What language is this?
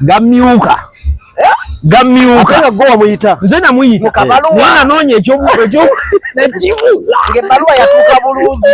Ganda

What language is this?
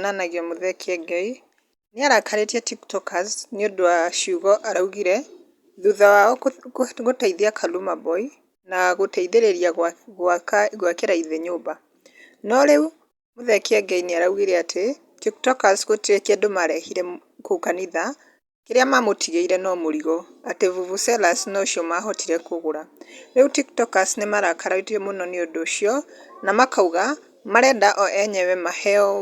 Kikuyu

